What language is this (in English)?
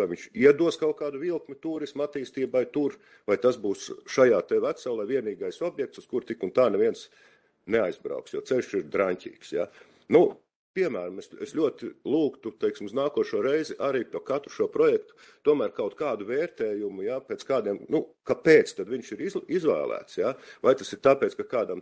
Latvian